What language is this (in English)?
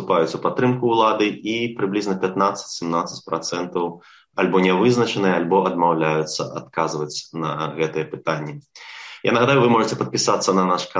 Belarusian